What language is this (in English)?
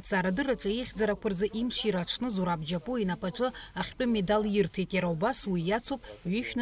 Abkhazian